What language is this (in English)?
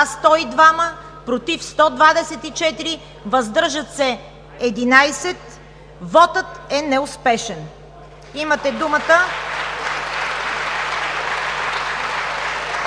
Bulgarian